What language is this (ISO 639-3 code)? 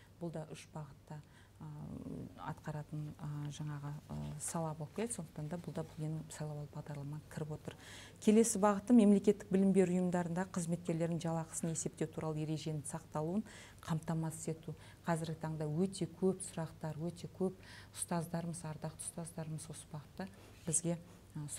kaz